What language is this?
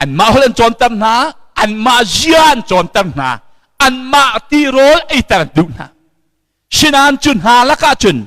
Hakha Chin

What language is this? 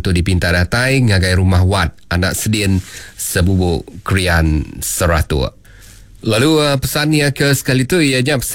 Iban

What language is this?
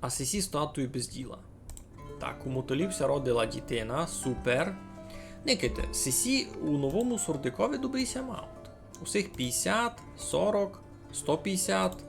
Rusyn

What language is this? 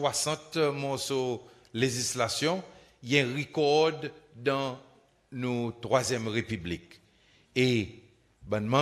Seselwa Creole French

